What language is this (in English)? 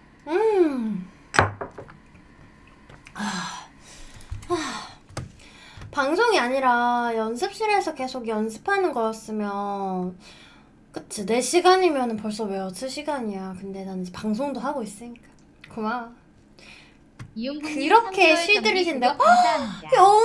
Korean